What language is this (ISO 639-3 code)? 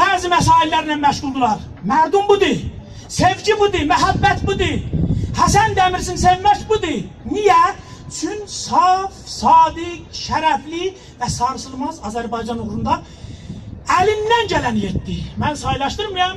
azb